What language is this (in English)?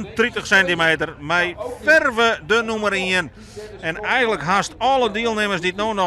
Western Frisian